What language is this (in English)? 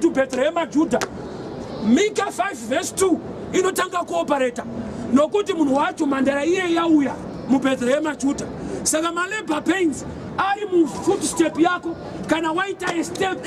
Shona